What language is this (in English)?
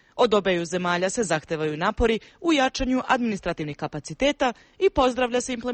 Serbian